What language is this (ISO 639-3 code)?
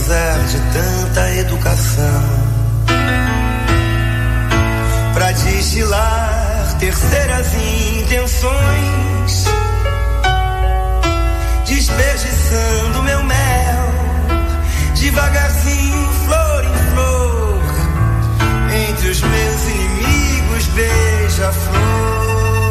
por